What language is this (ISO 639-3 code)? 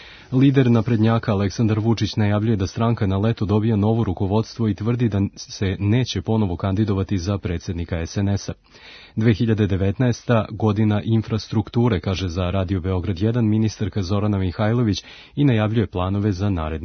srp